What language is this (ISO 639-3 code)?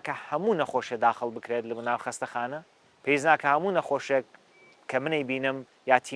ckb